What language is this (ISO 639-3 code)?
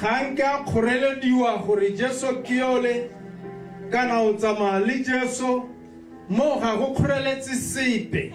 tsn